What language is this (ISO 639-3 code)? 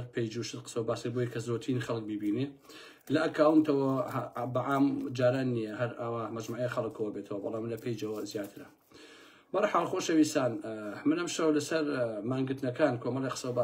ckb